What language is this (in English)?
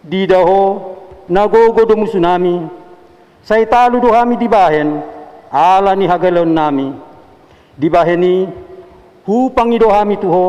Batak Toba